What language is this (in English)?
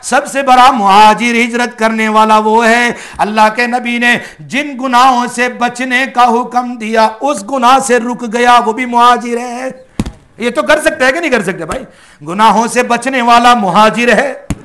Urdu